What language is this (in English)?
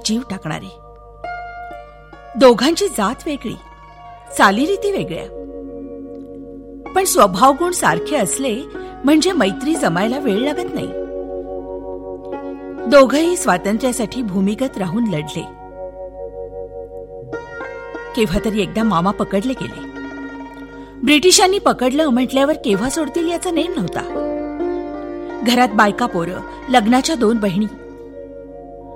Marathi